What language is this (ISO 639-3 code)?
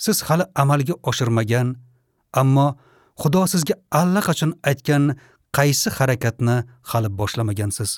uzb